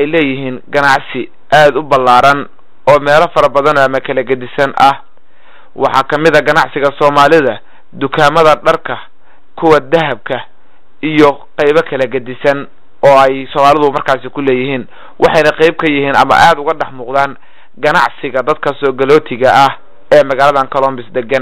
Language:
Somali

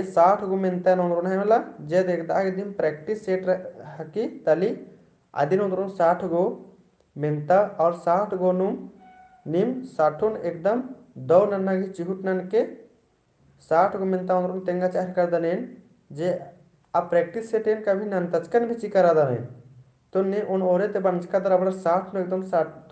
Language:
Kurukh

